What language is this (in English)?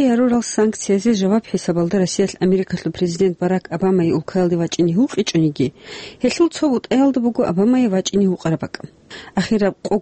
Avaric